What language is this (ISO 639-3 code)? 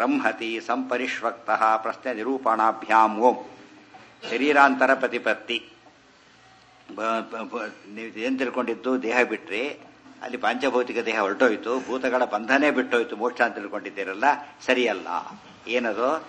kan